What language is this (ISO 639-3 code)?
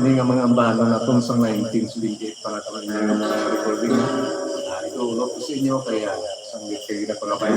hil